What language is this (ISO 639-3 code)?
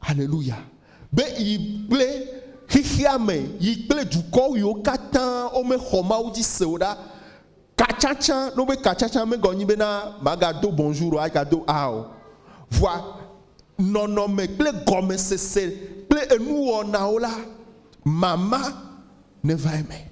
ewe